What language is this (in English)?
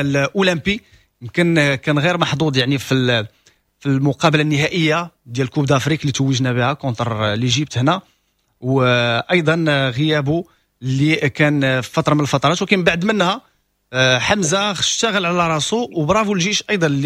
Moroccan Arabic